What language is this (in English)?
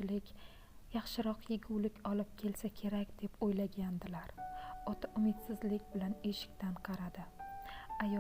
Uzbek